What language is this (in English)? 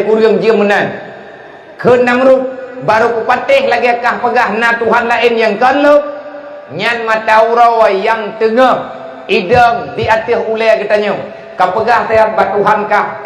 Achinese